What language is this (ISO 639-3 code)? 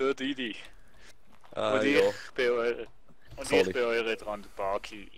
gsw